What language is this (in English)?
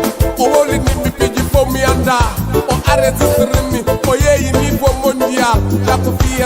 Fula